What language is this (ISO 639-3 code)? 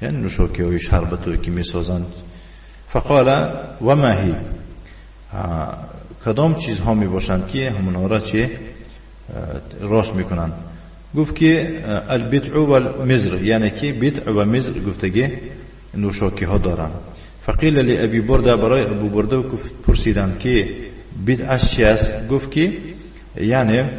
tgk